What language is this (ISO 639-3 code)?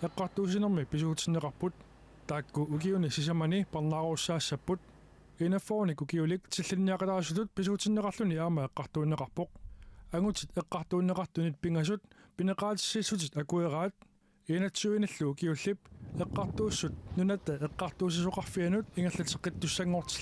kal